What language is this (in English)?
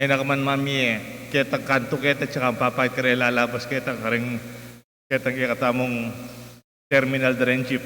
Pampanga